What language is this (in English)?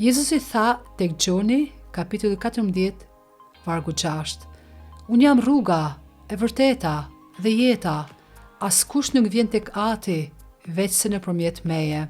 Albanian